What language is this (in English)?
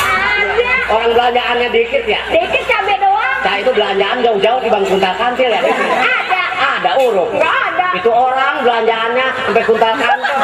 Betawi